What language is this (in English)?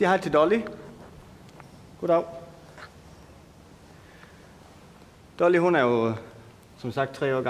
Danish